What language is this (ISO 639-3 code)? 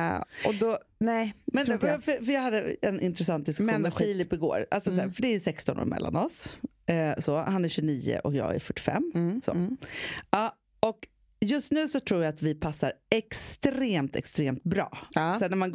swe